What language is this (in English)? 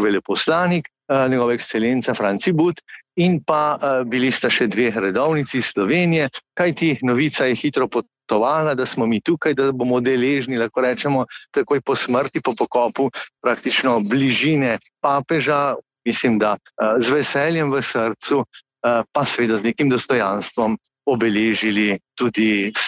Slovenian